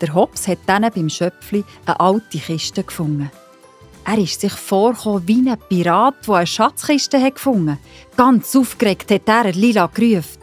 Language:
Swiss German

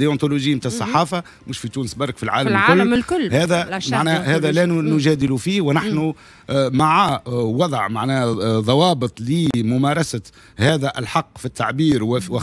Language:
Tunisian Arabic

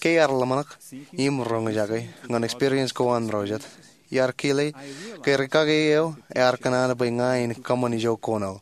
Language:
Marshallese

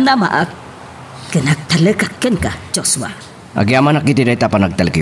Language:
Iloko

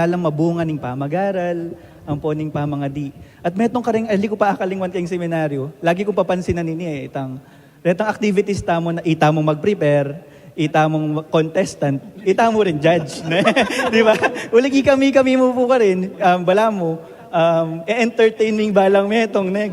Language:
Pampanga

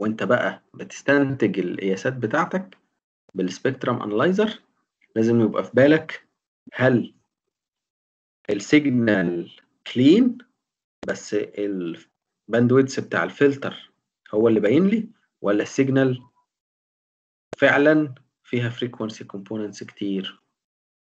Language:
Egyptian Arabic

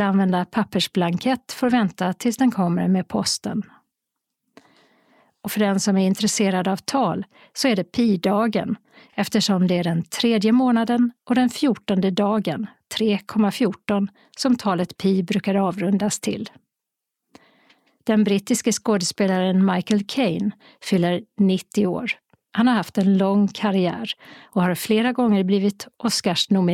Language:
Swedish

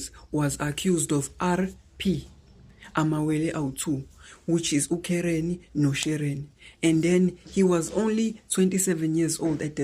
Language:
Zulu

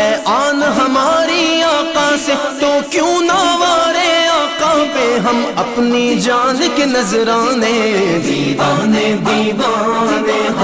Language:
Urdu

